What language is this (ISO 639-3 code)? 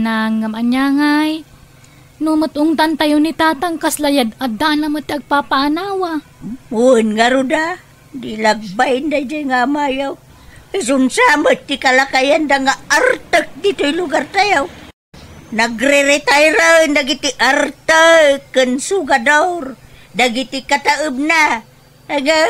ilo